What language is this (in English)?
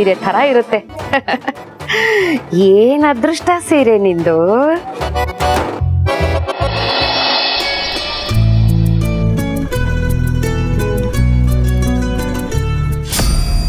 Kannada